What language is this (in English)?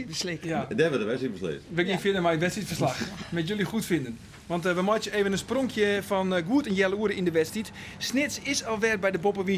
Western Frisian